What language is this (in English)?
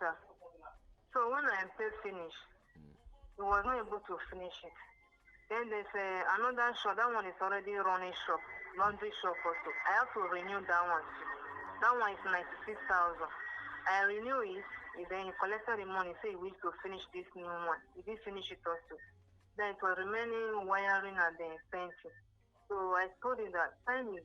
Nigerian Pidgin